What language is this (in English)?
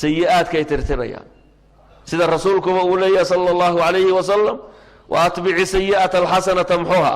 Somali